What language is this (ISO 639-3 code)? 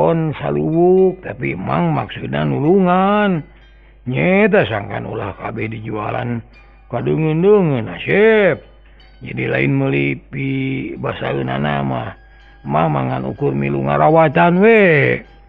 sun